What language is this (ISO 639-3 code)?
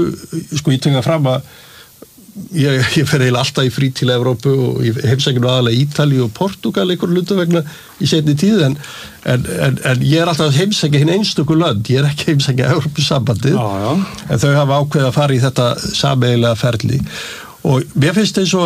isl